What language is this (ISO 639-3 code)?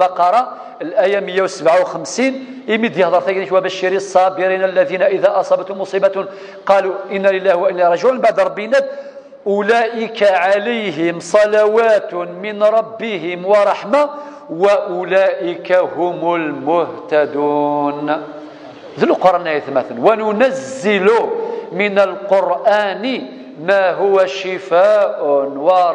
kab